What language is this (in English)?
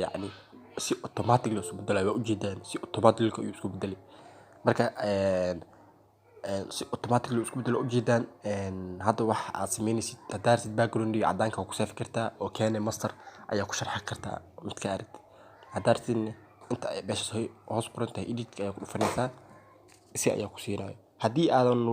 Somali